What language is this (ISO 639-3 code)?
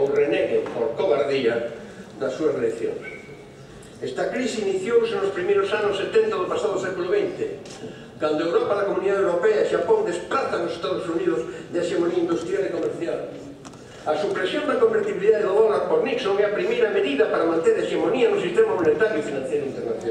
glg